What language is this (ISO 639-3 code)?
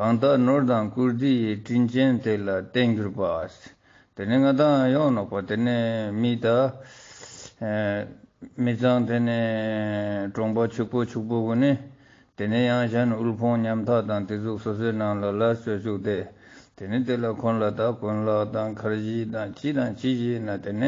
lbj